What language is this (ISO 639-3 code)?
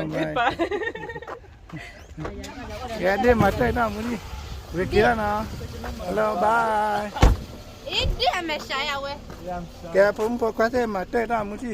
ksw